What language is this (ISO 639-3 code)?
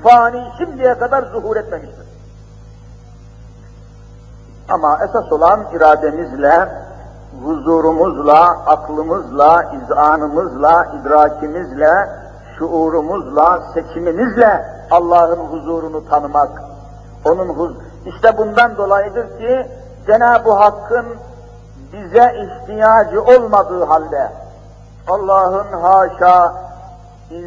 tur